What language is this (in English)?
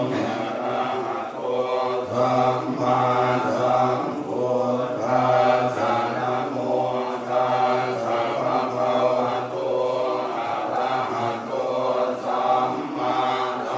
Pali